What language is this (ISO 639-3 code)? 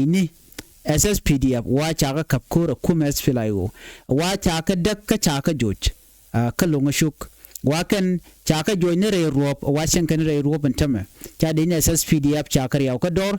nus